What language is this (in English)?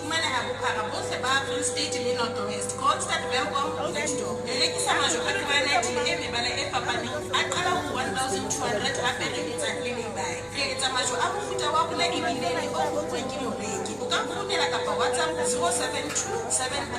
Southern Sotho